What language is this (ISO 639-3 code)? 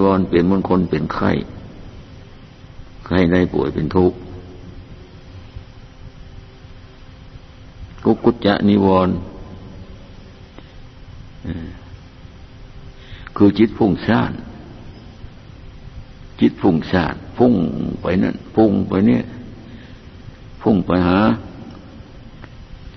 tha